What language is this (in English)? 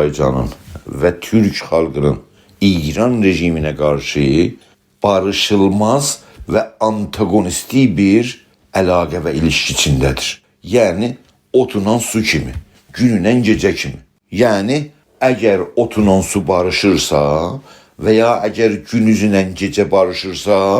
South Azerbaijani